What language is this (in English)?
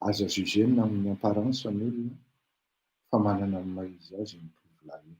Malagasy